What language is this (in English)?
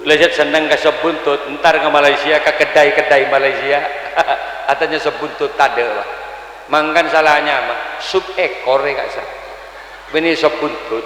Madurese